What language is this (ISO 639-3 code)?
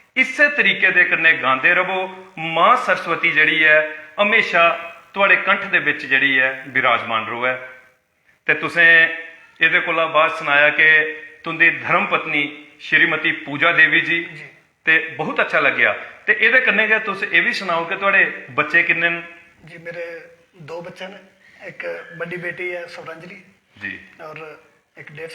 doi